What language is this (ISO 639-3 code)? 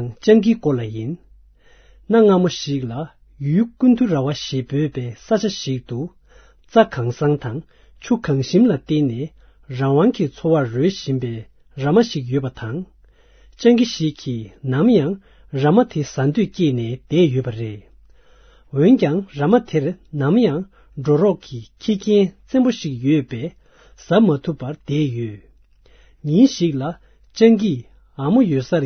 bod